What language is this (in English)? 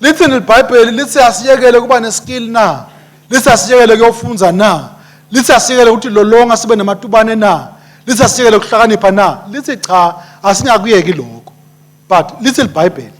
Swati